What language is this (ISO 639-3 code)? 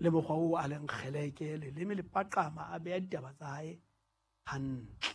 sot